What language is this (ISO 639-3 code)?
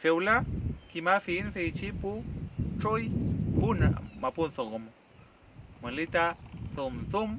arn